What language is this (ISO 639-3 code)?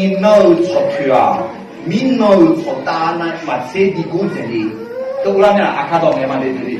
ahk